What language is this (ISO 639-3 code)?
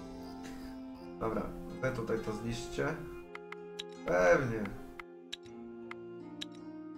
pol